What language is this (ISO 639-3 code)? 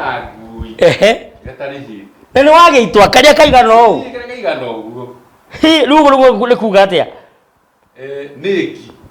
kik